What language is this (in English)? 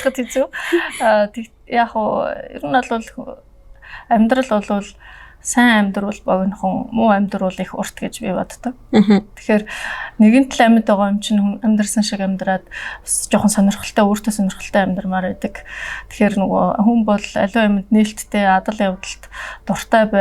Mongolian